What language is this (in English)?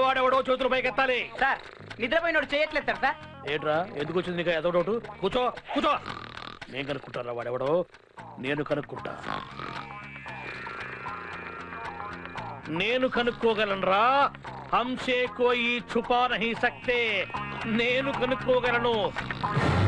Telugu